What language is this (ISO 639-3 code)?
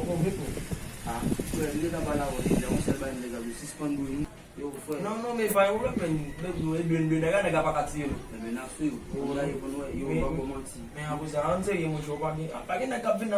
hat